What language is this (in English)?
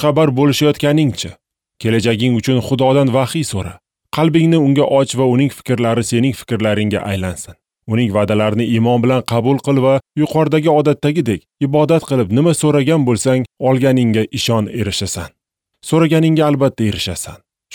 Uzbek